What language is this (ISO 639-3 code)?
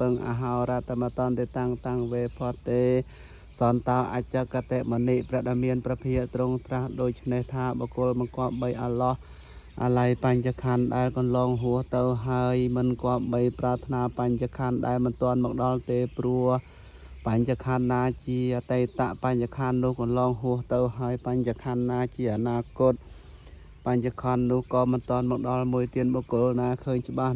khm